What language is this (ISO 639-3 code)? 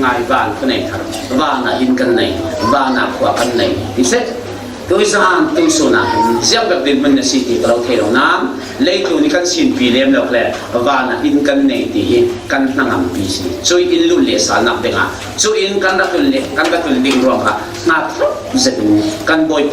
cfm